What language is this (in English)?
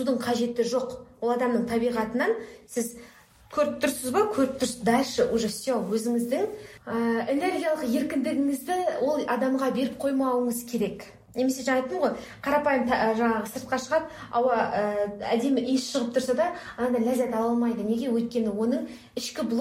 Kazakh